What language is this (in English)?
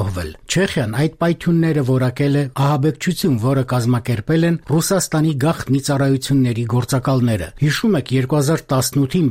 Armenian